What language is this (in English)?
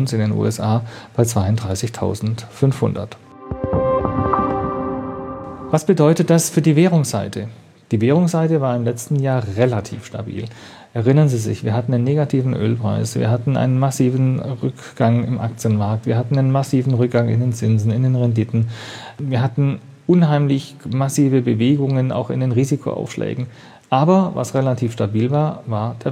German